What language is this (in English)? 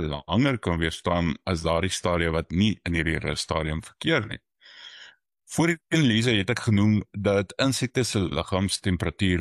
Afrikaans